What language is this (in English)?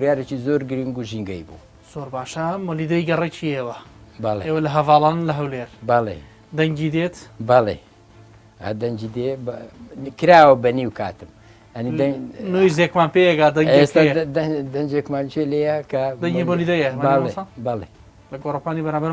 Central Kurdish